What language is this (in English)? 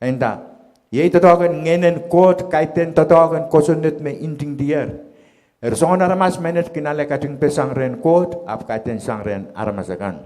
Pohnpeian